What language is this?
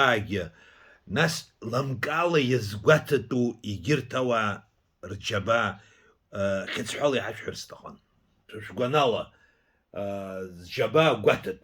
Abkhazian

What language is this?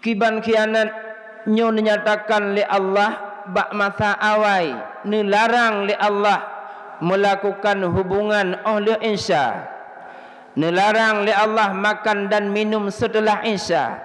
Achinese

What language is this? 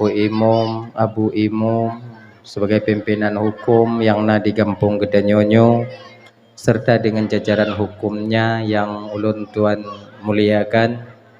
Achinese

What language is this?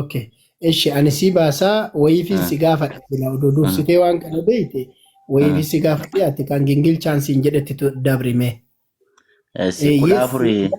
Oromo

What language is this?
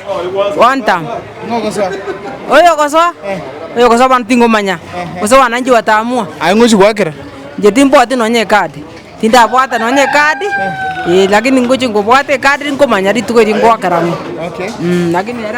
Gusii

